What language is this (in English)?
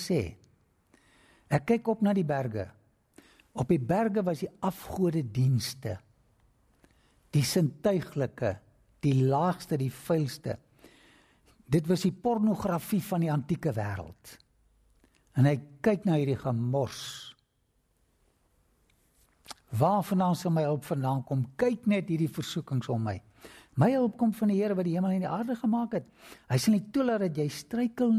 Afrikaans